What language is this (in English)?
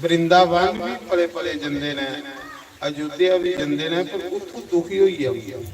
Dogri